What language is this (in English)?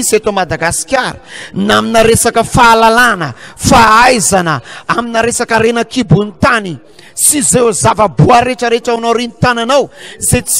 Malagasy